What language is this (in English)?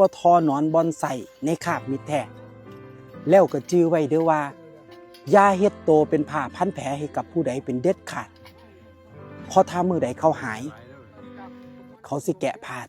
Lao